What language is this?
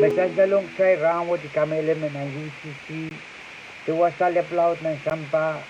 Pohnpeian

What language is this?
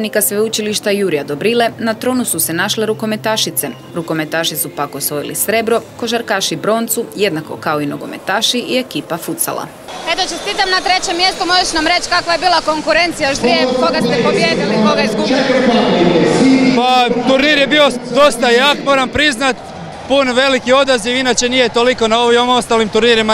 Croatian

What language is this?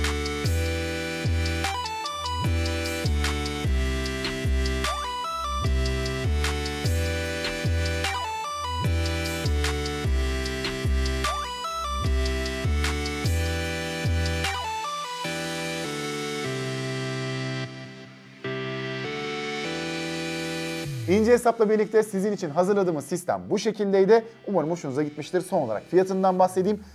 Turkish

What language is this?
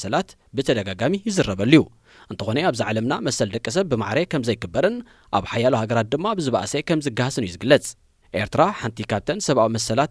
Tigrinya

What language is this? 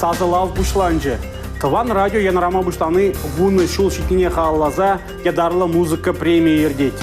Chuvash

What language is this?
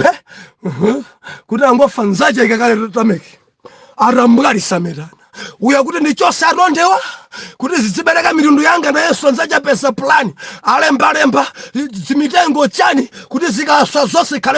Nyanja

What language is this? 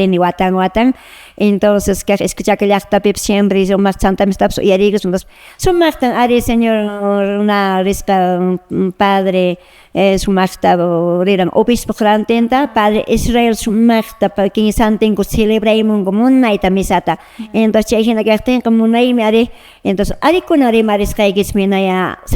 Quechua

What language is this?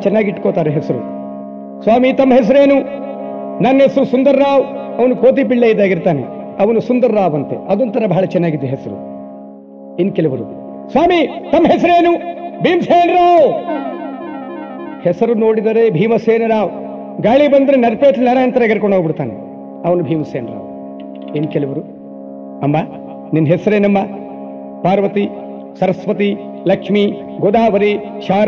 Kannada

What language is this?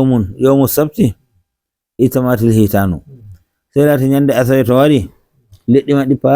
Nigerian Fulfulde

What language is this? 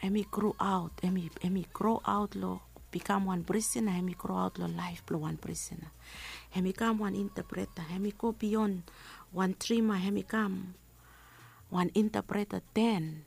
Bislama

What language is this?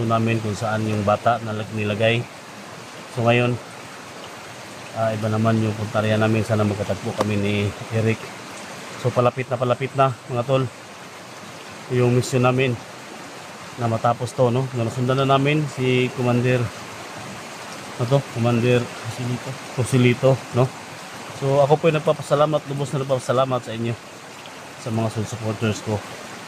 Filipino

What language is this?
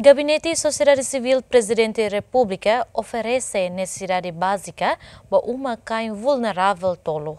Tetum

